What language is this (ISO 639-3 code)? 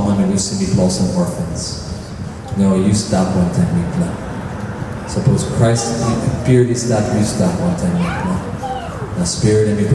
tpi